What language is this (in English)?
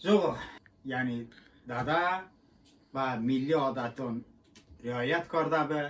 Talysh